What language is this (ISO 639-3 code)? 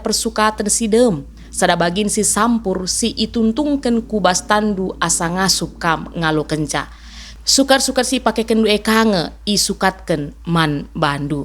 btx